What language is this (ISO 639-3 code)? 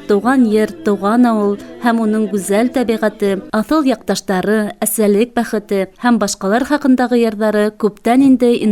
bak